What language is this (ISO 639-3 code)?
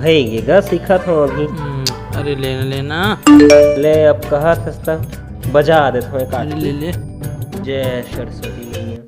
hne